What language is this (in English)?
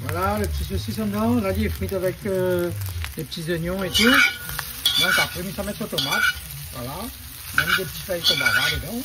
Réunion Creole French